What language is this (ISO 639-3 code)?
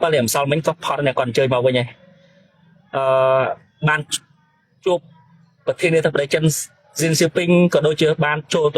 khm